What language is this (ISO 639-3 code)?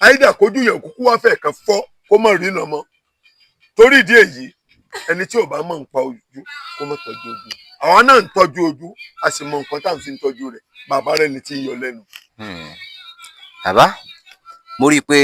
yor